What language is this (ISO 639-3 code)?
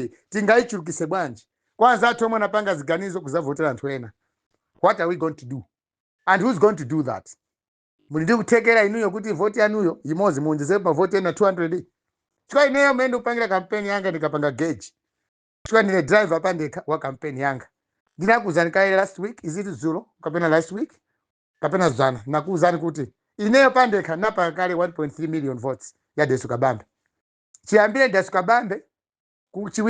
nya